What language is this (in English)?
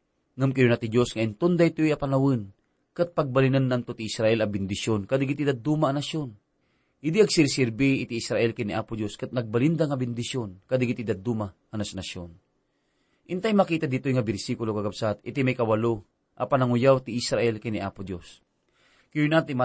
Iloko